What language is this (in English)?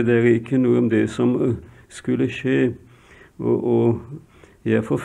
Norwegian